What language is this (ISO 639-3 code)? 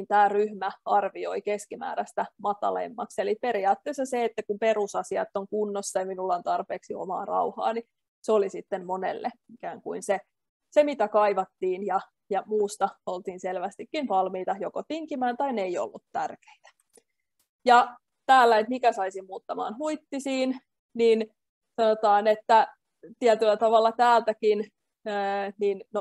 fin